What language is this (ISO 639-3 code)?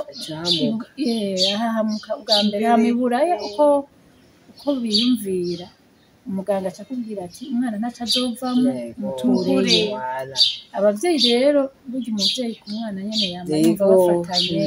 run